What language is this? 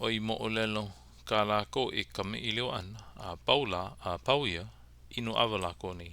Hawaiian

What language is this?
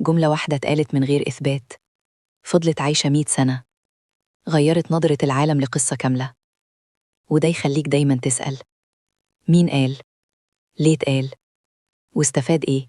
Egyptian Arabic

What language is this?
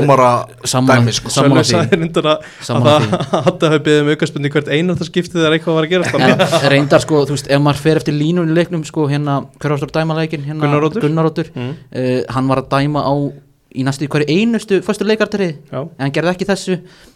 Icelandic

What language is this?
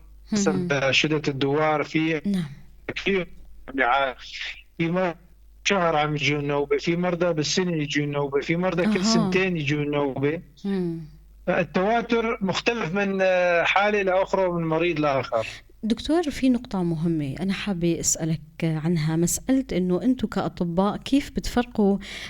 North Levantine Arabic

